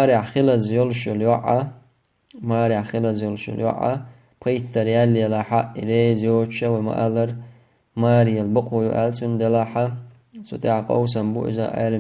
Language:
Chechen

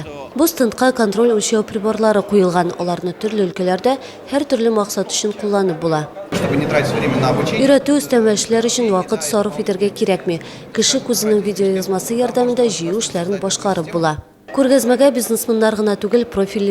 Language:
Tatar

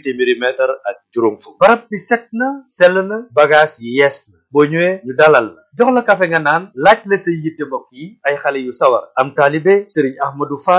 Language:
Wolof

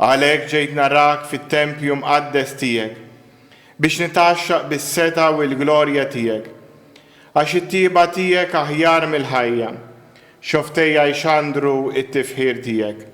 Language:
Maltese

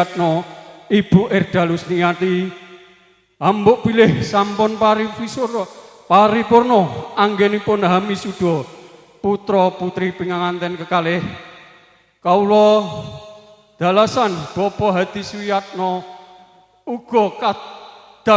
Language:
Javanese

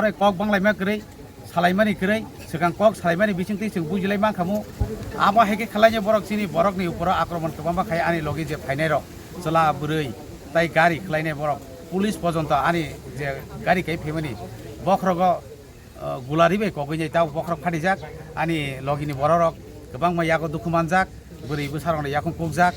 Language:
Kok Borok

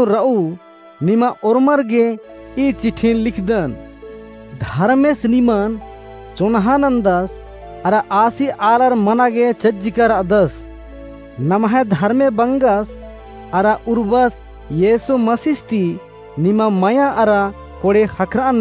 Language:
Kurukh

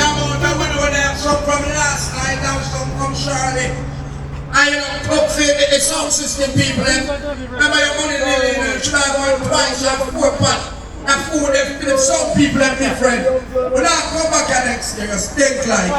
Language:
Jamaican Creole English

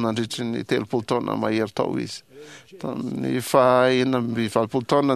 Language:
Malagasy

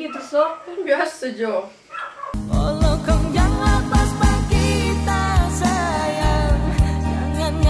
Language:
Manado Malay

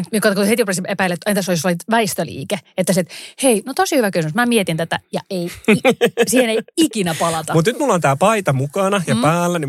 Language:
Finnish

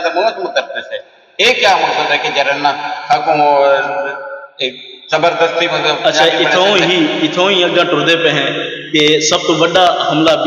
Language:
Saraiki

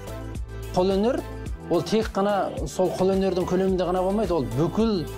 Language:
Kazakh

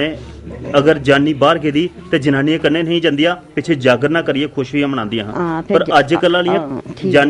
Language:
Dogri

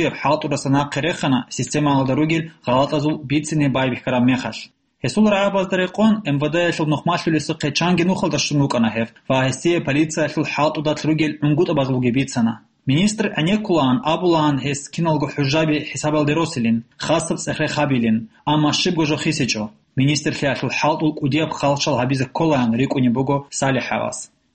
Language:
Avaric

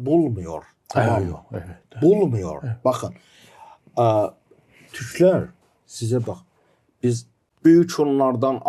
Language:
Gagauz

